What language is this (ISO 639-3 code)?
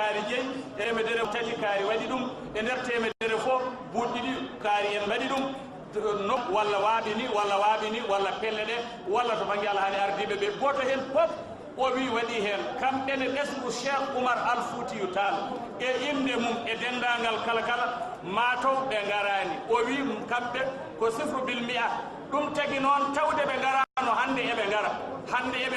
ful